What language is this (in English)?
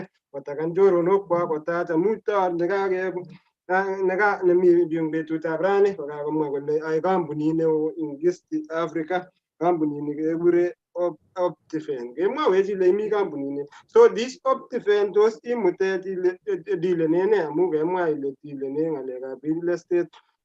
Kalenjin